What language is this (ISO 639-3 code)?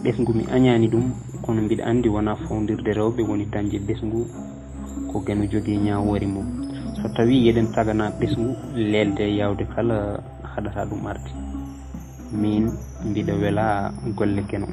ful